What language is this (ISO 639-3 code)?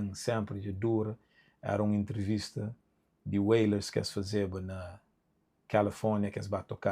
kea